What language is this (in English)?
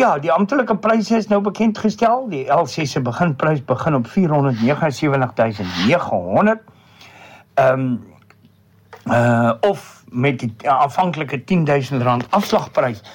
Afrikaans